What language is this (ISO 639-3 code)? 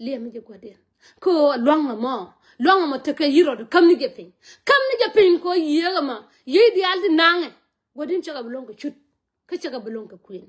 nus